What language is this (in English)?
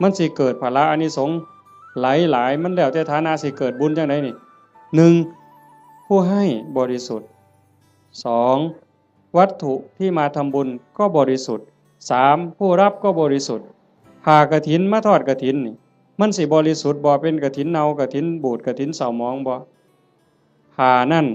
Northeastern Thai